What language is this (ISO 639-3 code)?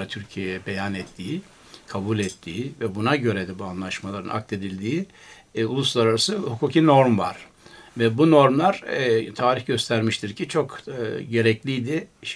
tur